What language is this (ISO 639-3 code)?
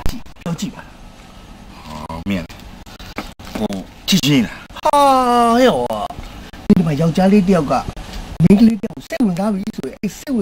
mya